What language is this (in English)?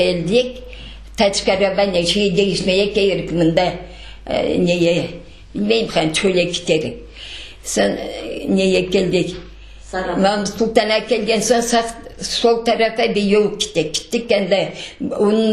Crimean Tatar